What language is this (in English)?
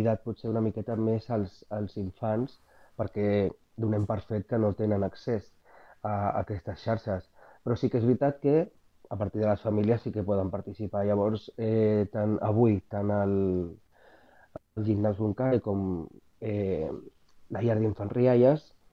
Catalan